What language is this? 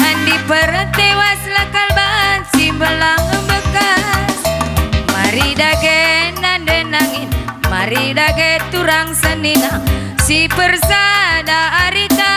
Batak Karo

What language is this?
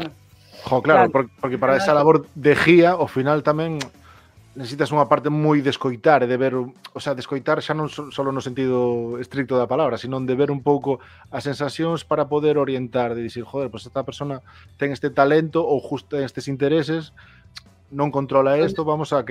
Galician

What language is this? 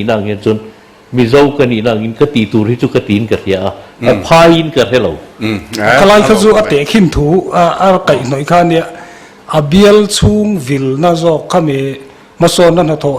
Mizo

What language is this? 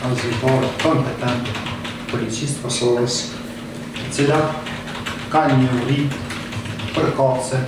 Albanian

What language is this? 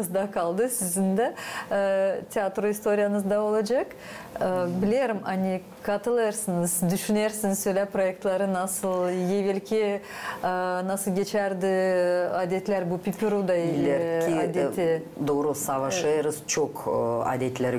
Gagauz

